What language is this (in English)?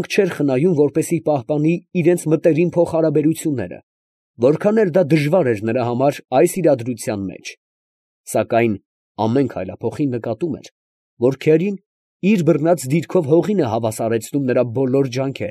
Armenian